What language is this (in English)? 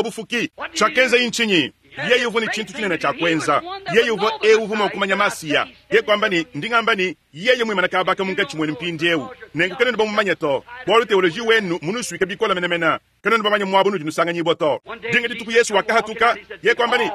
Luba-Lulua